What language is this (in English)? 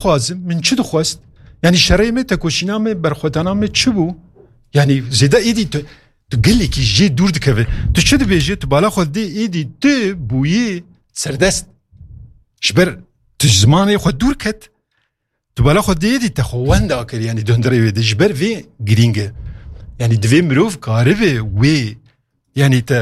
Kurdish